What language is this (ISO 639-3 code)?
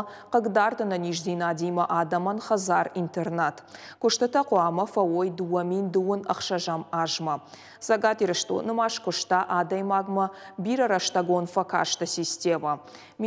oss